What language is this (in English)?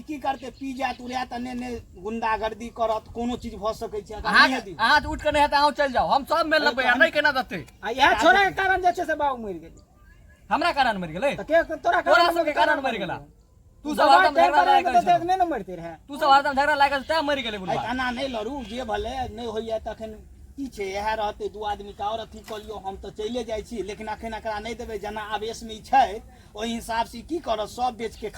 Maithili